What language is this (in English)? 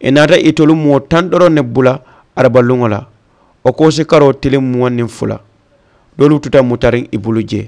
Mandingo